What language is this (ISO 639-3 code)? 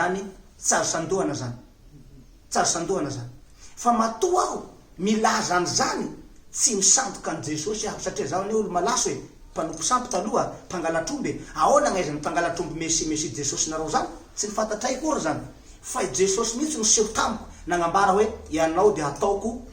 mlg